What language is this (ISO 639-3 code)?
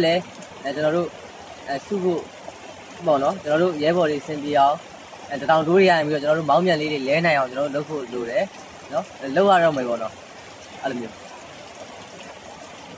mya